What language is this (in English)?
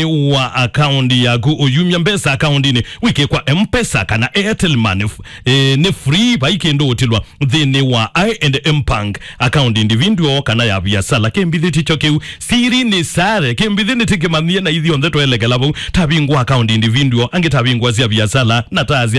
Kamba